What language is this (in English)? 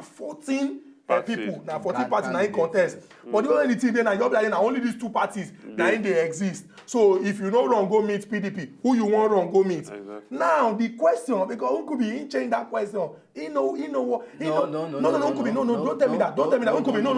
Nigerian Pidgin